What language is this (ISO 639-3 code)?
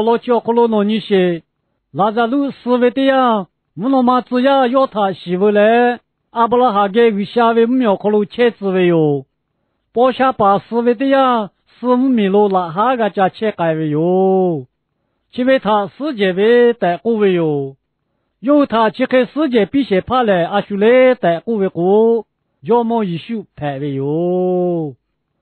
lhu